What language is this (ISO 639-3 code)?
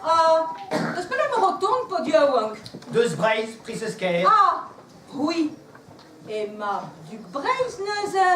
bre